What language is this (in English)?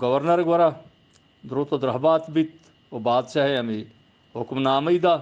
Eastern Balochi